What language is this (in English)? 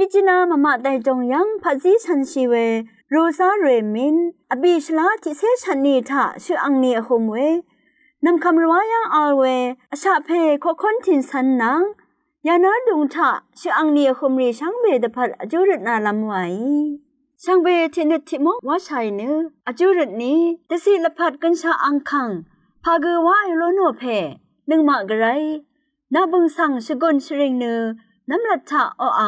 Rawang